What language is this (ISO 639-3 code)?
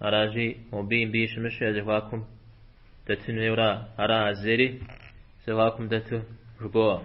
kbd